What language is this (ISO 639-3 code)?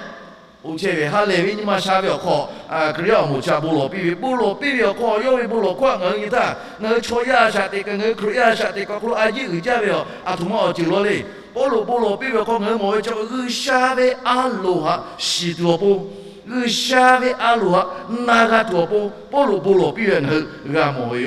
lhu